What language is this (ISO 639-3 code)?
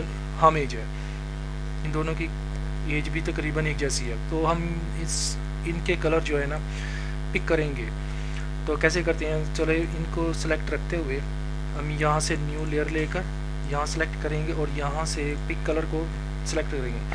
hin